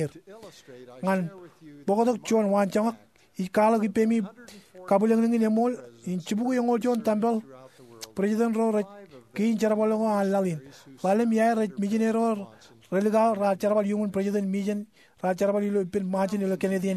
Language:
Marshallese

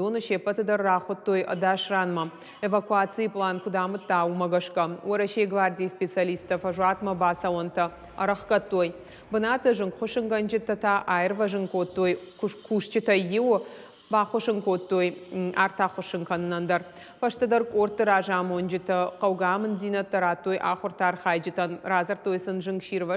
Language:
Ossetic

